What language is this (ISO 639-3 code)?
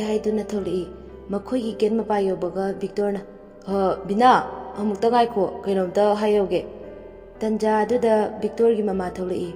mni